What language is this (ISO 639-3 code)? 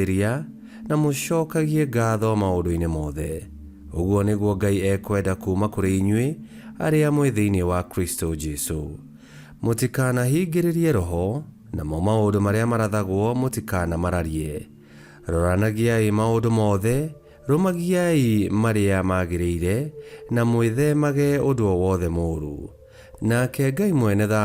kik